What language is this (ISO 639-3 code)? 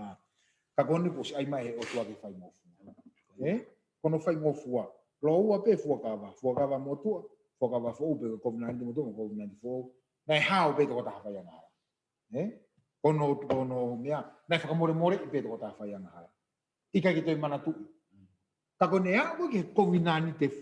ton